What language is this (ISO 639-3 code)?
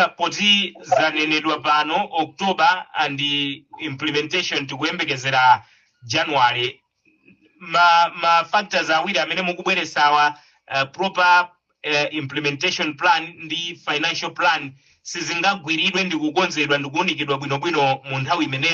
nya